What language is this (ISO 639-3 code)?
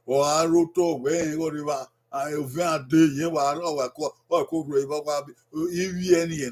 bin